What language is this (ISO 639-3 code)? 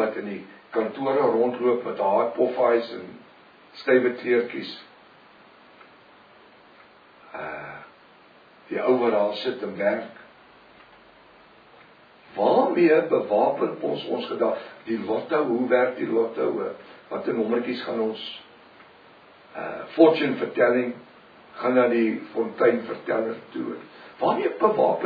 afr